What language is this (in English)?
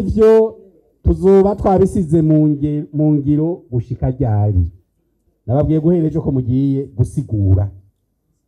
Rundi